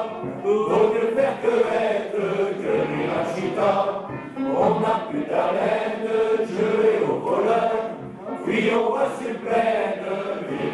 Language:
Picard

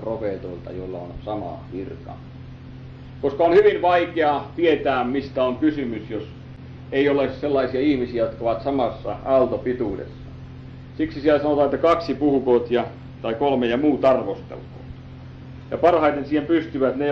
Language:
Finnish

